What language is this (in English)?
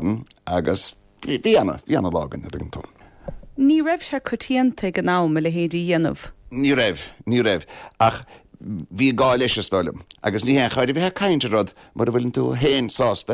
Irish